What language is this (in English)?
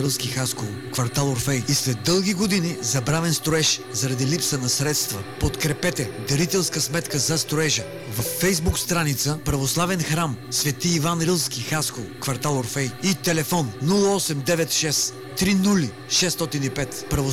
Bulgarian